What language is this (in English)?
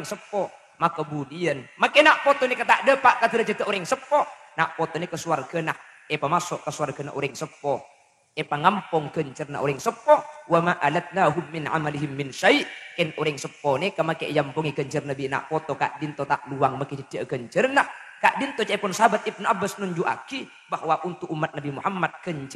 Madurese